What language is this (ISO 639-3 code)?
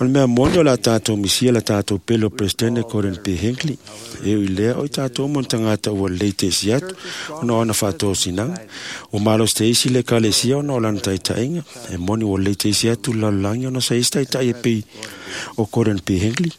smo